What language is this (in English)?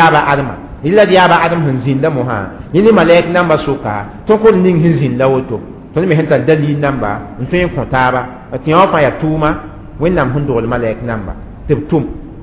Mossi